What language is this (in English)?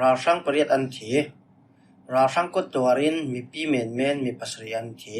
Falam Chin